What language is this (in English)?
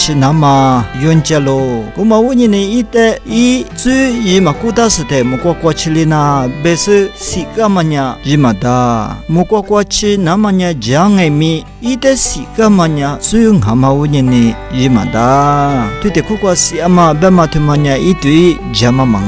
Lisu